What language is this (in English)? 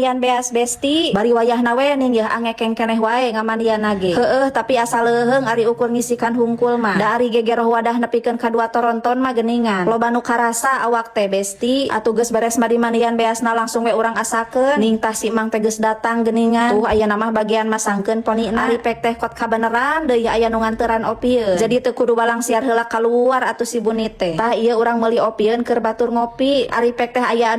Sundanese